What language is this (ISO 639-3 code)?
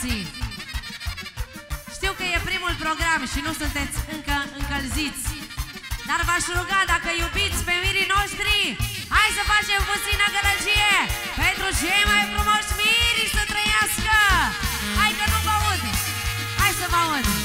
ron